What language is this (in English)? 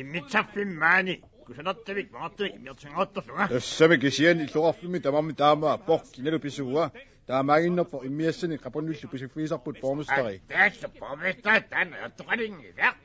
Kalaallisut